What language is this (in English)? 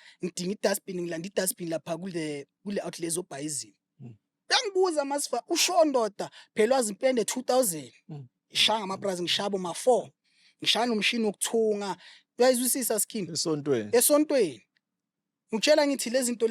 Zulu